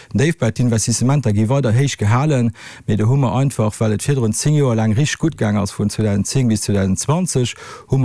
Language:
Luxembourgish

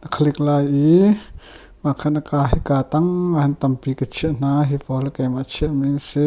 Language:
Hakha Chin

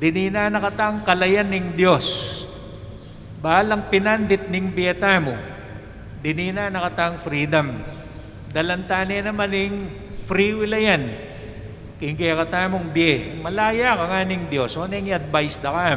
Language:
Pampanga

